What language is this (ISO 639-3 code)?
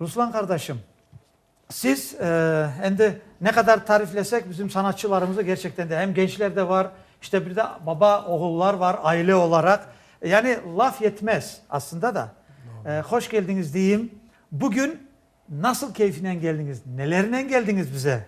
crh